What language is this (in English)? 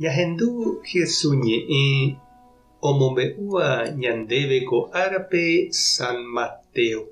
Guarani